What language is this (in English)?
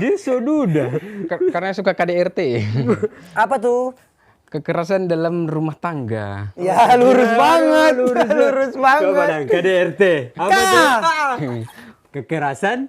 Manado Malay